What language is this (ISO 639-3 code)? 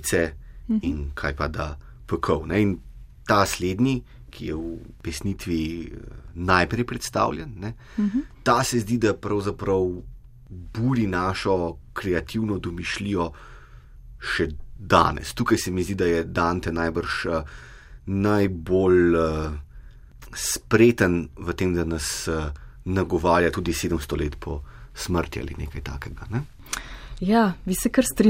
slv